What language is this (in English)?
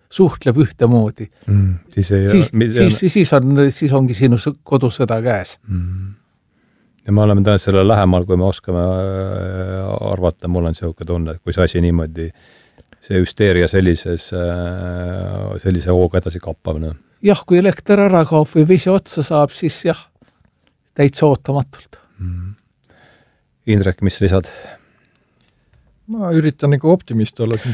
Estonian